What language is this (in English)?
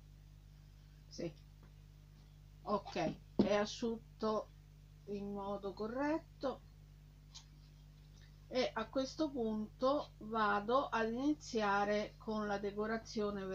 Italian